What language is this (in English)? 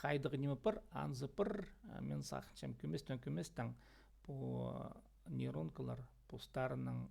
Khakas